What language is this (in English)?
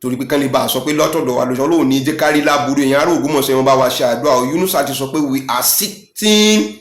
Yoruba